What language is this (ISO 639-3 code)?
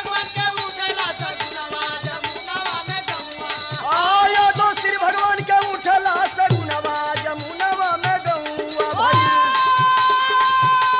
bho